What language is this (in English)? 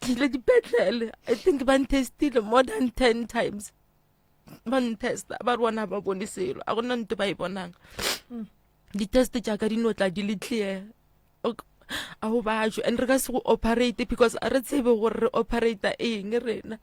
Northern Sotho